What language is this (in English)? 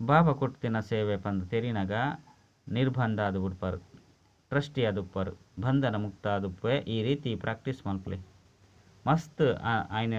Tulu